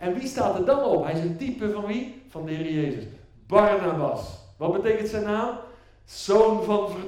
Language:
Dutch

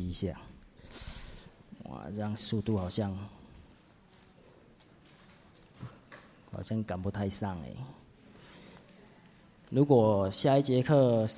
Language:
Chinese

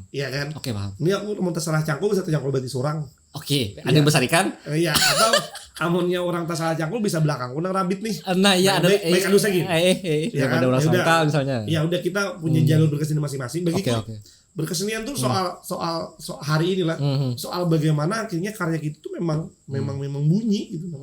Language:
Banjar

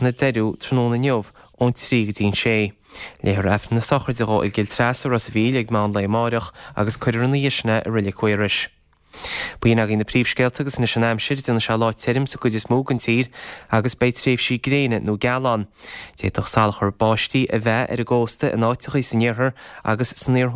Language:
Irish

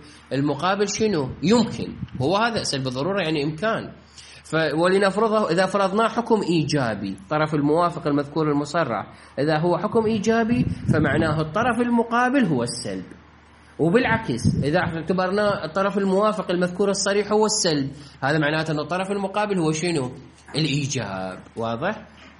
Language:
Mesopotamian Arabic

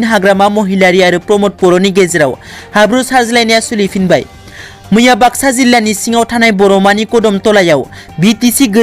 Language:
Bodo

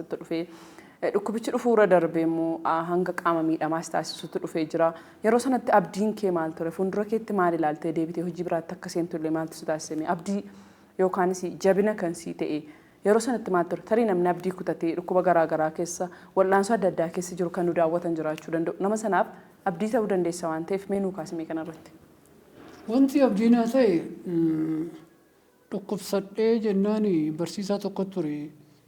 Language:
Oromo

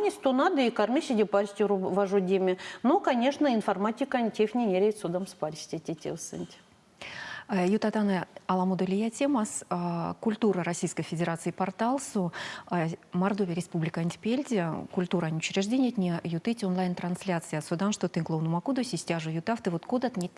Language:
Erzya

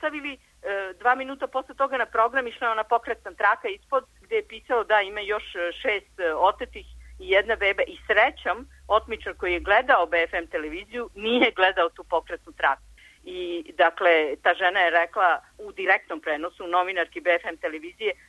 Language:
Serbian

